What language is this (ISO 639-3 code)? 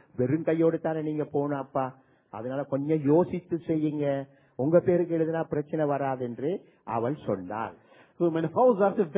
tam